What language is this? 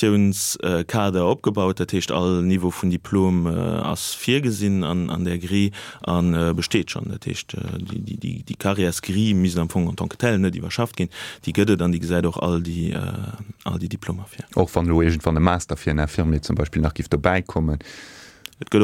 Luxembourgish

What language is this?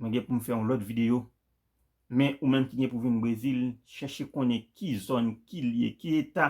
Haitian Creole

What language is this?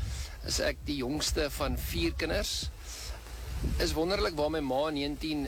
Afrikaans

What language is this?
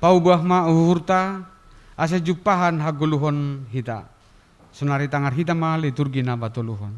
Batak Simalungun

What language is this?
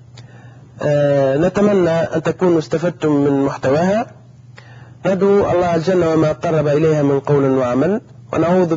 Arabic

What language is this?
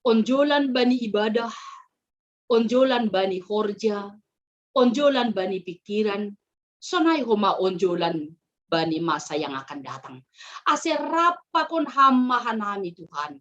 Batak Simalungun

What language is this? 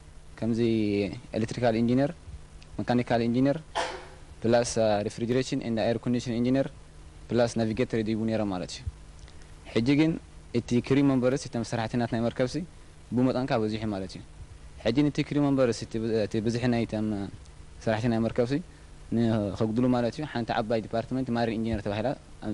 Tigrinya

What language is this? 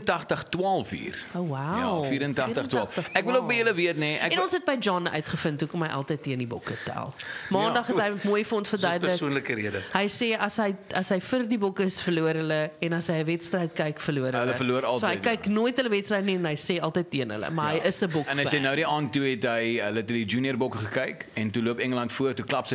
Afrikaans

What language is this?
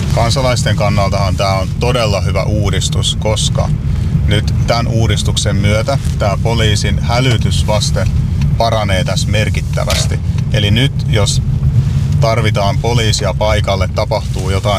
Finnish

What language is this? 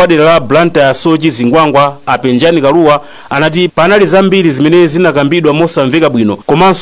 Nyanja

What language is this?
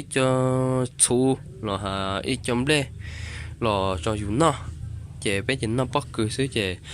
Hmong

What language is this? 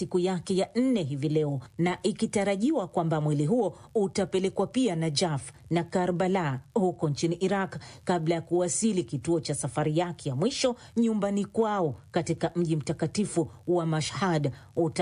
Swahili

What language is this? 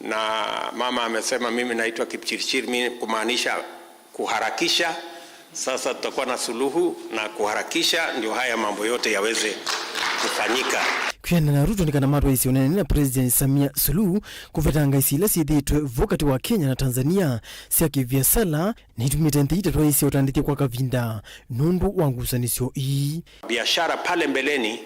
Kamba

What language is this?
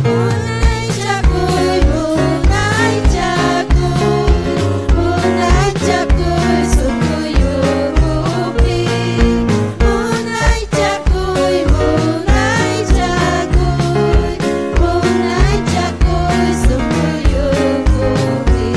Ayacucho Quechua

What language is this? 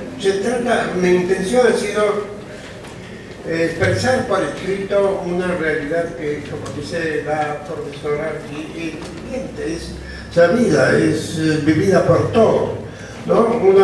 Spanish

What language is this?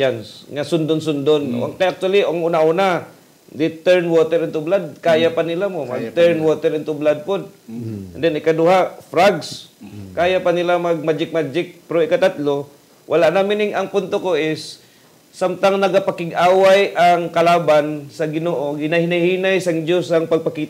Hiligaynon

